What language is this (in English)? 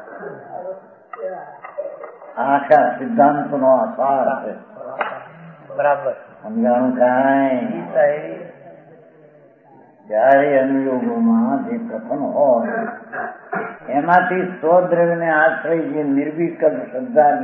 Gujarati